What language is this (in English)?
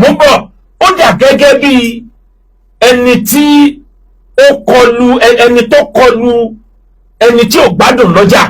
Yoruba